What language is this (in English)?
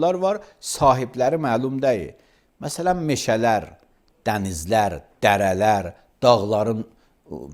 Azerbaijani